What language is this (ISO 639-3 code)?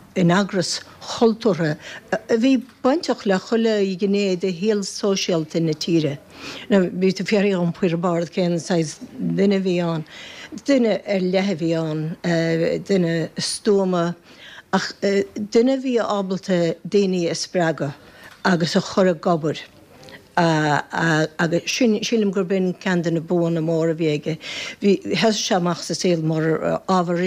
gle